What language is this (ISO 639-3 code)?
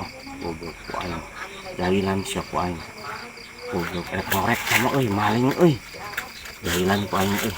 sun